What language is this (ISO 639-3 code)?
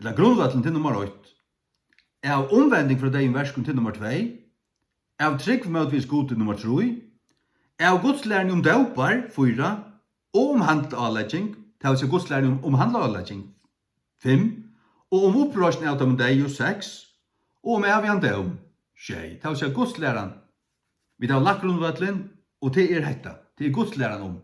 fao